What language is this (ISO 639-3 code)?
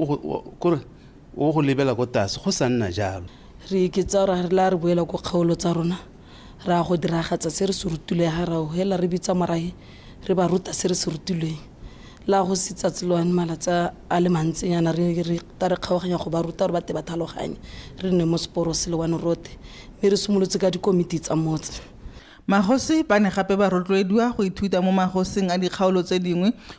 tsn